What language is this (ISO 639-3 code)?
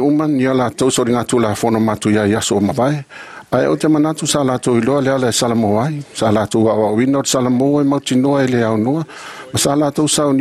smo